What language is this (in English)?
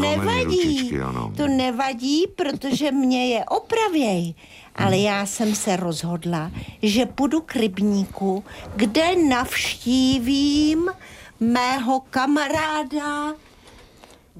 Czech